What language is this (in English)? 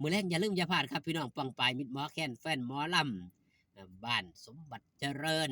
Northeastern Thai